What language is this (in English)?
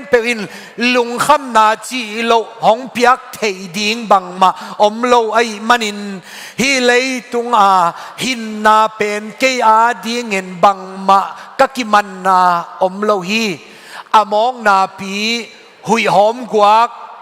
Tedim Chin